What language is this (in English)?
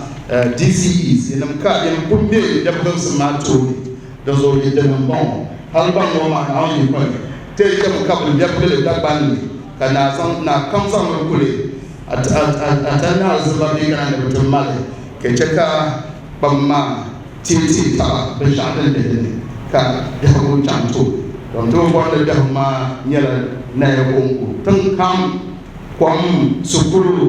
Dagbani